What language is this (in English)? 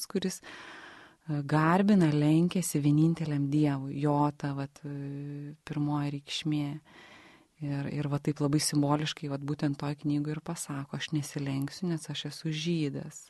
Lithuanian